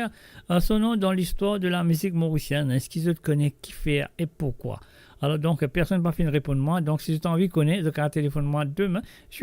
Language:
Morisyen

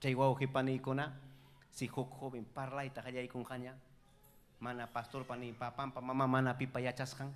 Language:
Ayacucho Quechua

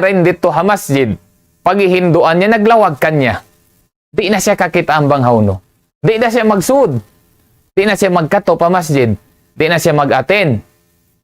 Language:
Tausug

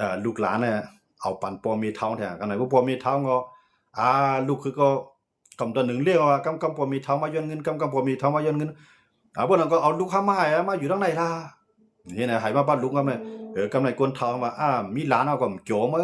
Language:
Shan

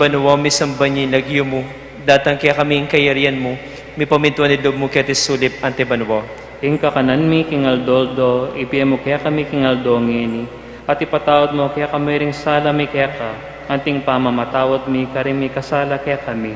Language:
Pampanga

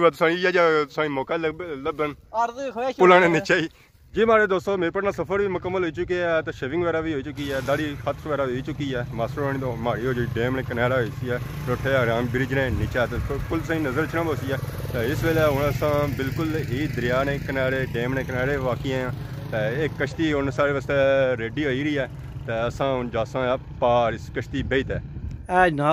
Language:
Pahari-Potwari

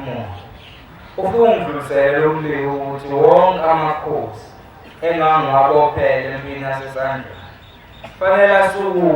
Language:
Zulu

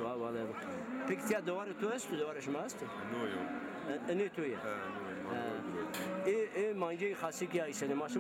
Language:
Zaza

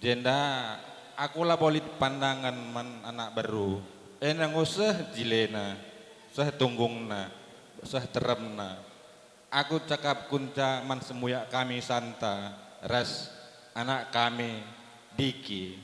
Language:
Batak Karo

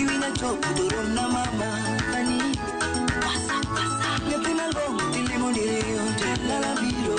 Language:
Luo (Kenya and Tanzania)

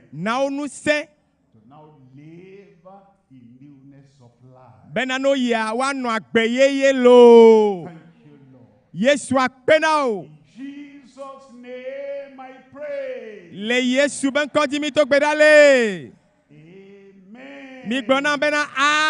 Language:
Ewe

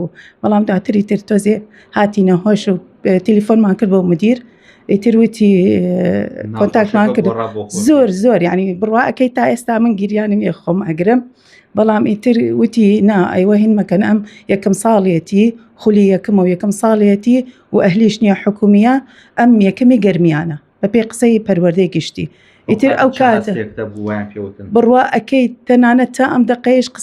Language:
Central Kurdish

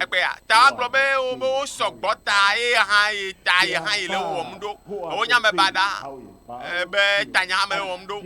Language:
Ewe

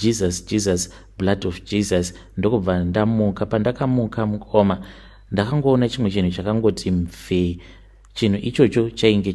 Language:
Shona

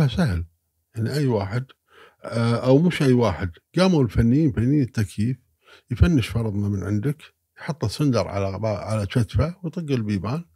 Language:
Gulf Arabic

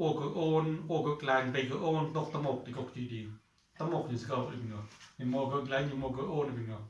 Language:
Mon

